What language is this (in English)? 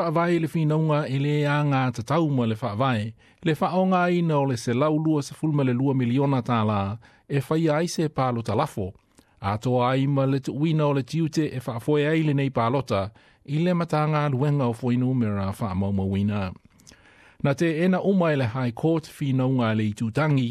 Samoan